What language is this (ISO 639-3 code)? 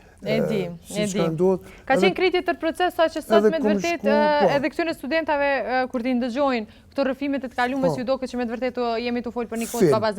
sqi